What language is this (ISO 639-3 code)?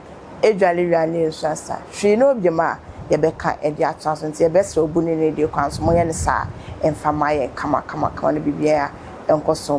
aka